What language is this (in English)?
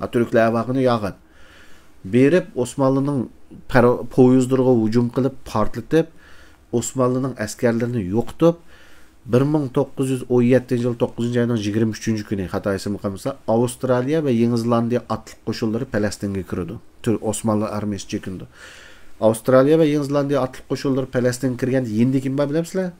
Uyghur